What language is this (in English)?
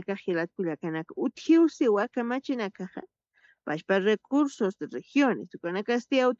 Aymara